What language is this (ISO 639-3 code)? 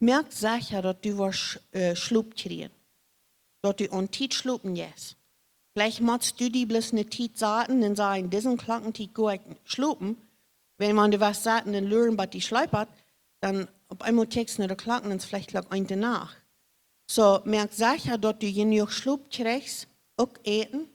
pdt